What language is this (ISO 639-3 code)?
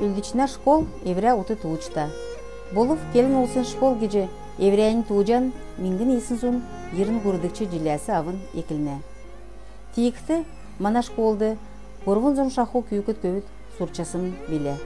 xal